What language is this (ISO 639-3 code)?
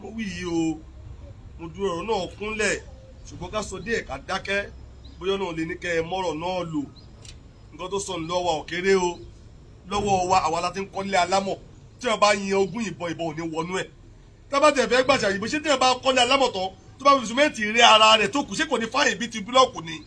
yor